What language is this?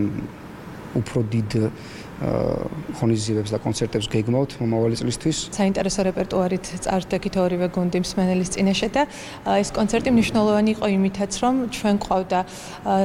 Georgian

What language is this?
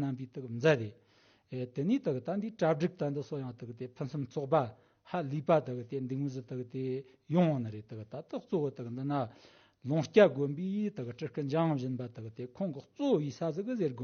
Tibetan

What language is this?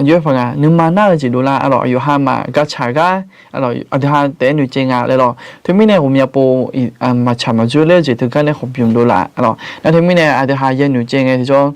Akha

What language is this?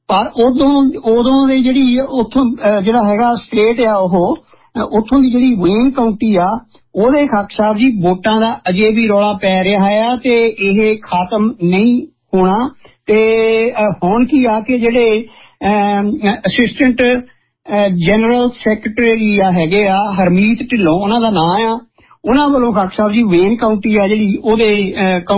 Punjabi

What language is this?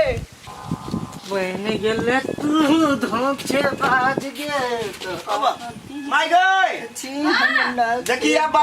Maithili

